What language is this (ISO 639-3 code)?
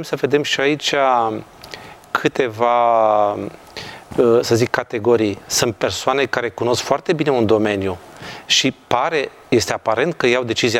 ron